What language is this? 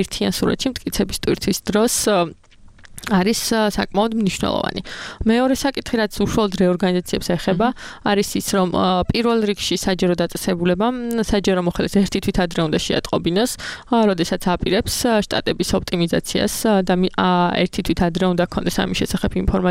Georgian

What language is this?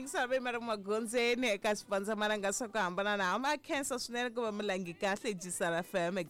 Tsonga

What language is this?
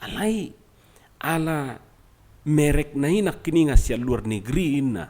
Batak Toba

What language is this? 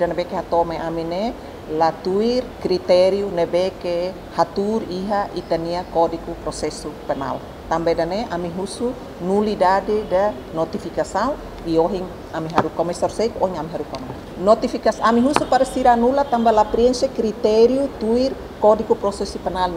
Tetum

